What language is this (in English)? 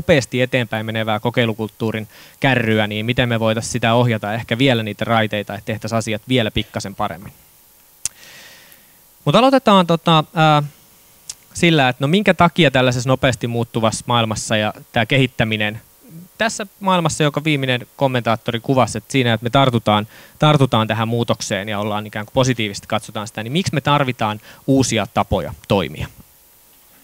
Finnish